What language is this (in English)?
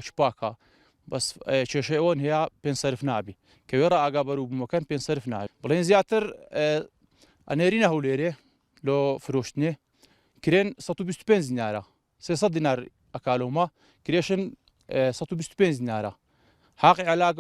Central Kurdish